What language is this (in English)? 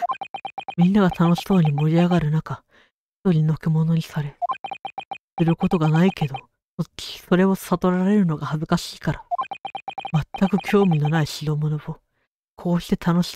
Japanese